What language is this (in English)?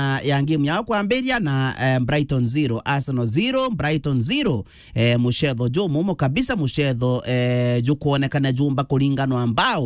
Meru